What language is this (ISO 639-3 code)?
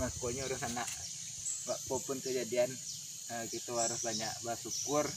min